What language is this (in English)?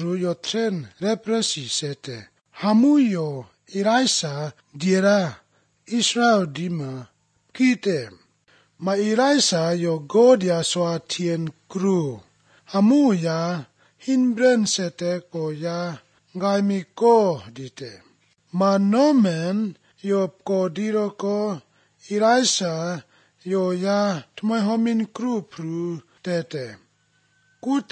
Slovenian